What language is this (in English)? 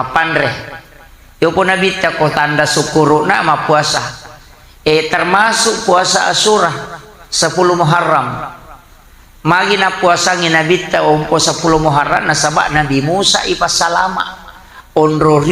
Buginese